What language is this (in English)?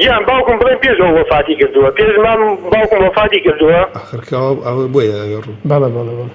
Central Kurdish